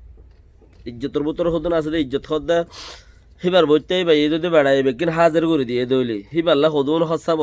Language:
Rohingya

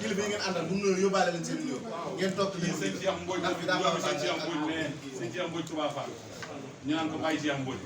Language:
Wolof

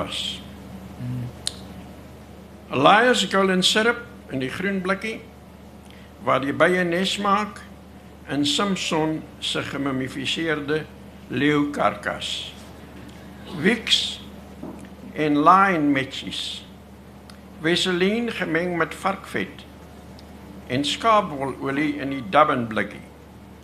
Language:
Afrikaans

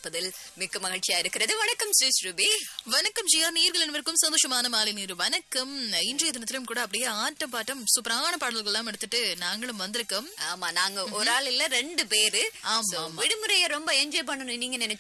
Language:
Tamil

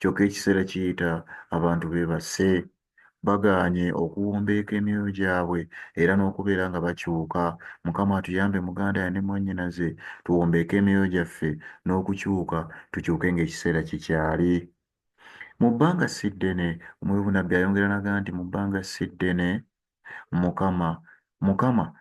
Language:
Ganda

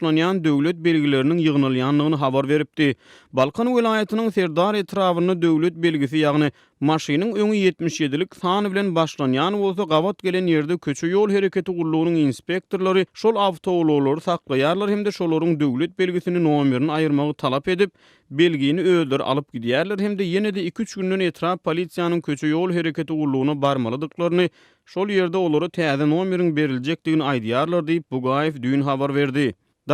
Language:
Turkmen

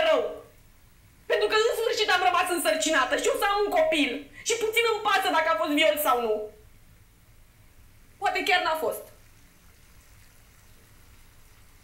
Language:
Romanian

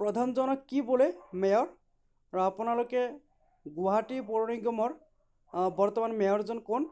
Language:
Assamese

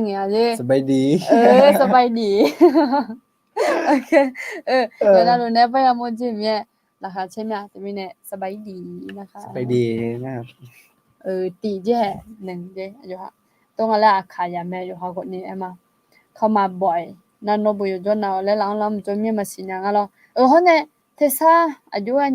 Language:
Akha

